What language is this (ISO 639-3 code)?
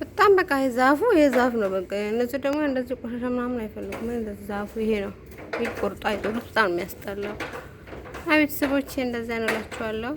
amh